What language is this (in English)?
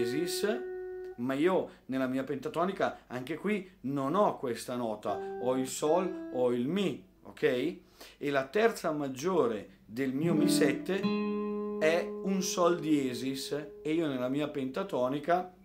Italian